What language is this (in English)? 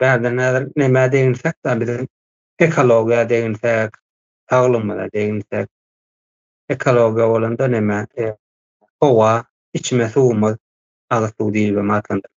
Turkmen